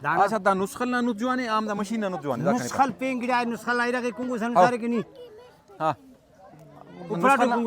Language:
Brahui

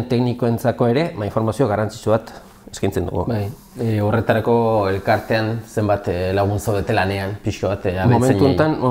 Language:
Basque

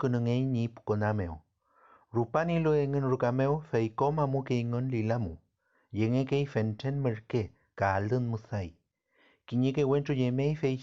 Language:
Mapuche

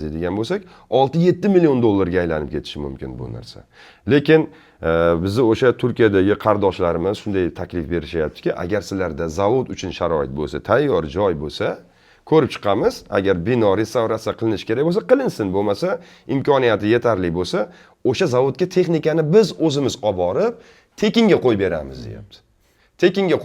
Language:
Uzbek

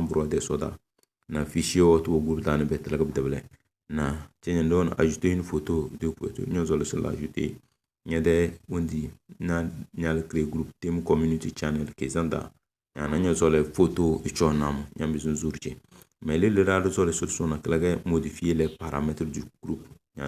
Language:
Tem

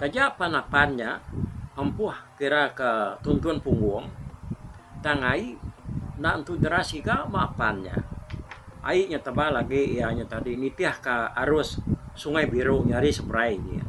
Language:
Iban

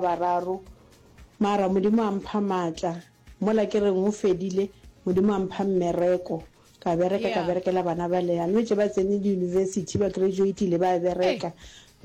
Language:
Northern Sotho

